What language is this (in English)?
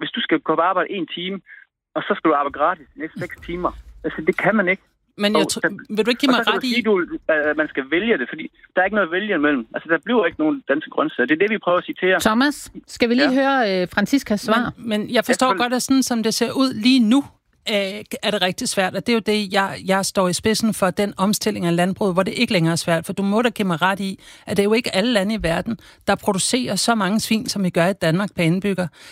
Danish